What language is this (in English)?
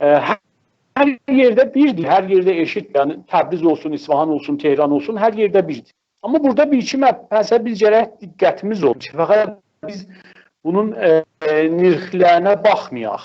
South Azerbaijani